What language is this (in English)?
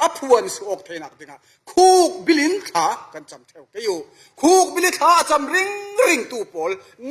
Falam Chin